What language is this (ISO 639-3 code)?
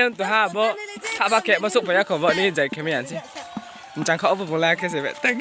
ria